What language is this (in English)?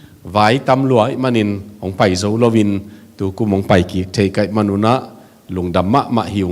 Tedim Chin